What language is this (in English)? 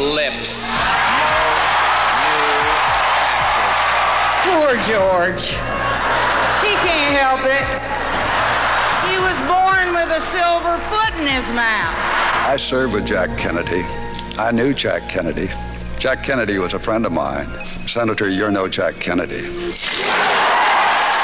English